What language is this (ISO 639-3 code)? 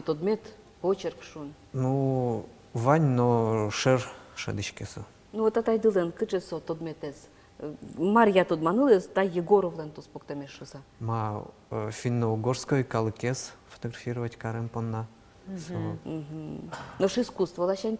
udm